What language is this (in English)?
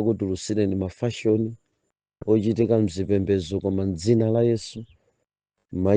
Nyanja